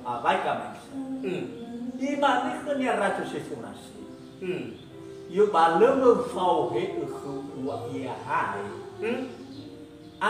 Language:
Nias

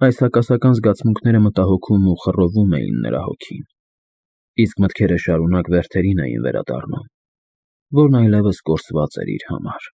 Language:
Armenian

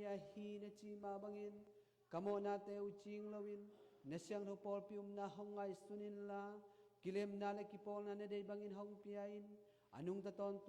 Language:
Tedim Chin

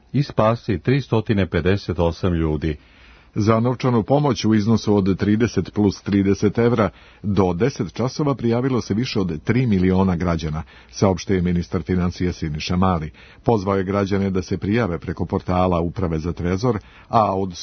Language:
Serbian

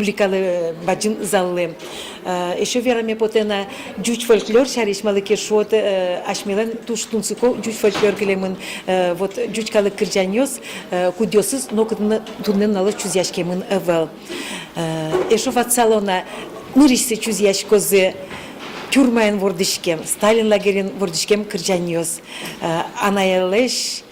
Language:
Udmurt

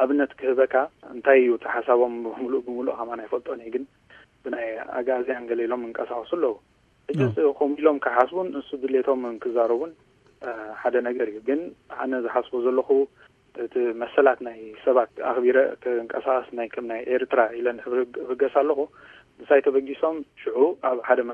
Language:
Tigrinya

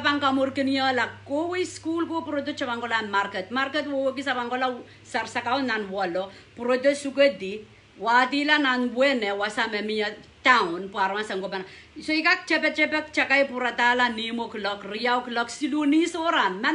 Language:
Pohnpeian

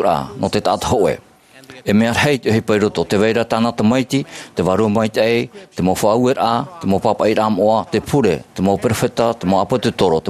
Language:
Tahitian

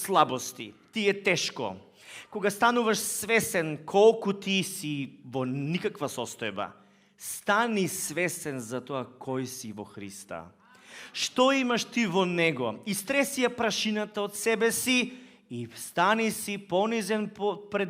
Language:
Macedonian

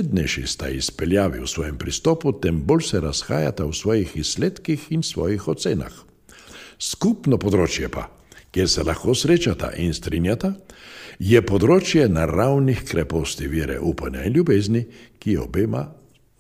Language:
Slovenian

